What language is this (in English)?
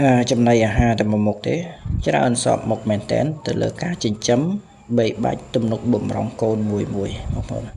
Khmer